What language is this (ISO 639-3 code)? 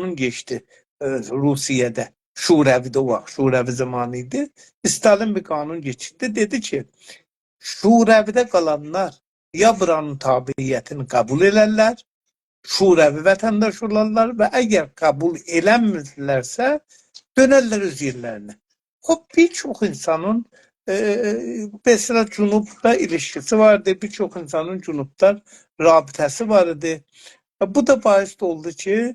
azb